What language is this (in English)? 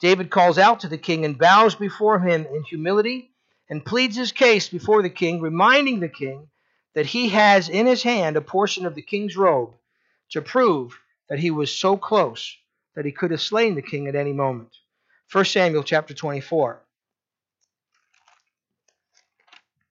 English